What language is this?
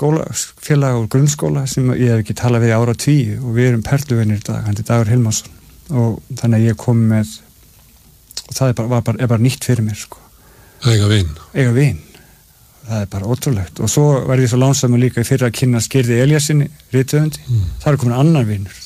Icelandic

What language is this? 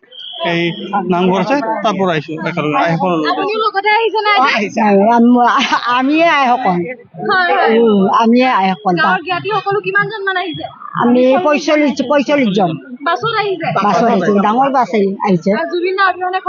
Assamese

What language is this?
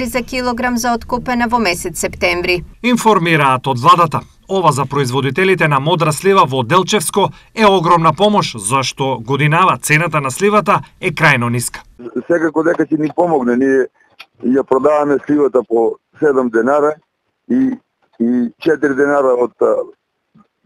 Macedonian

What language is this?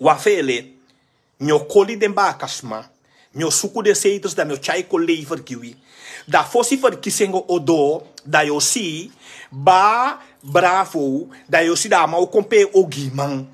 Sranan Tongo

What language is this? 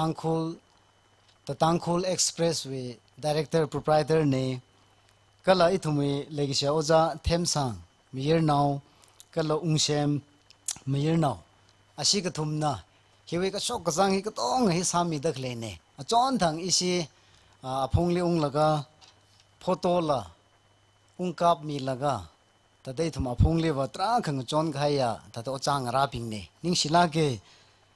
Tangkhul Naga (India)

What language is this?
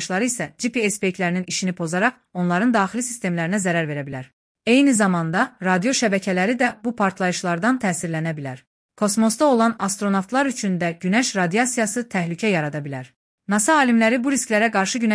Azerbaijani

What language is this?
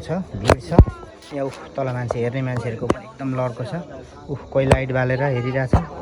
Nepali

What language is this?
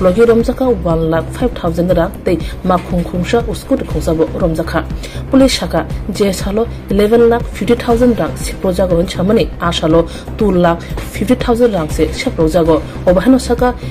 Kok Borok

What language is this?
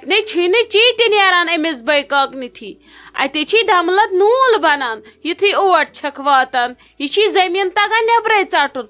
Kashmiri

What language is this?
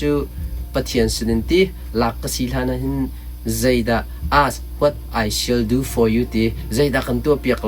Hakha Chin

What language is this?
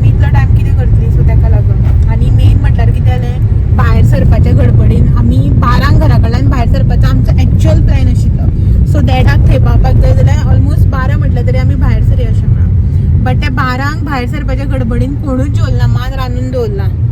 Konkani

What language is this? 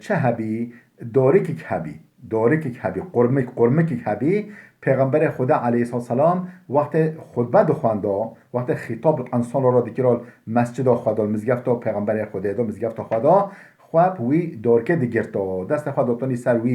Kurdish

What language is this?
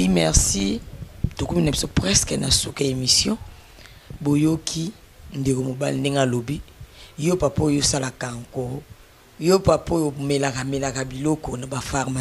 Lingala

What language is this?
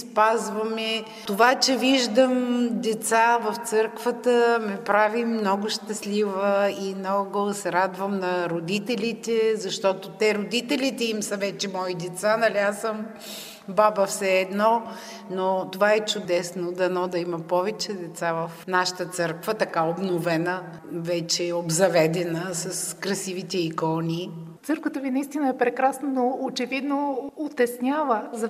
Bulgarian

